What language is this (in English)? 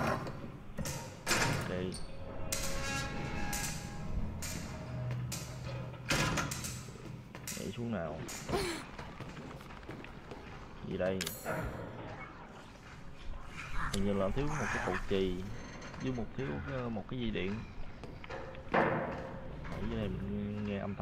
Vietnamese